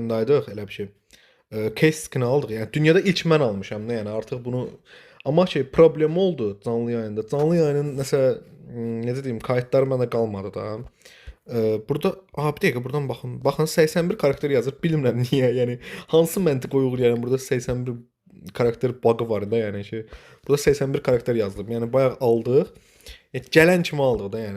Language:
Azerbaijani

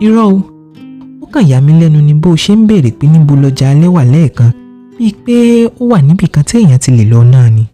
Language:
Yoruba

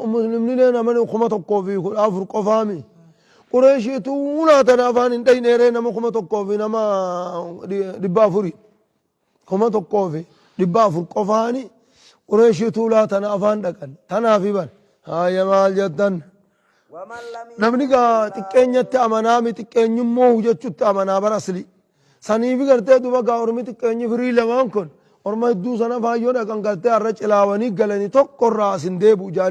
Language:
Oromo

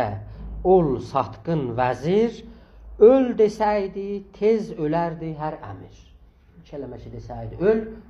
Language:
South Azerbaijani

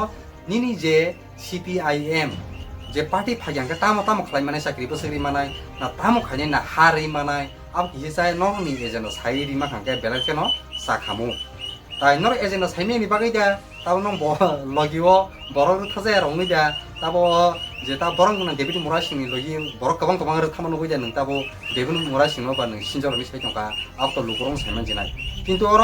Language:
Kok Borok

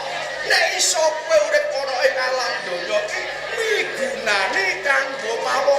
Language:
Javanese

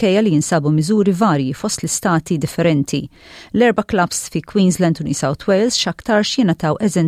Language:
Maltese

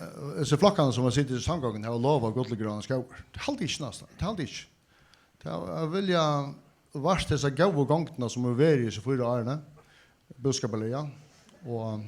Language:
Faroese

